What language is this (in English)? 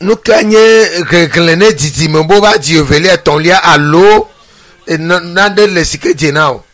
Ewe